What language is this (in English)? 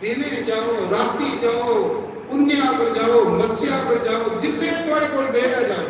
Dogri